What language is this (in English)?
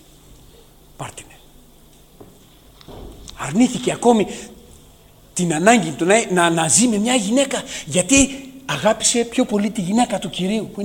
Greek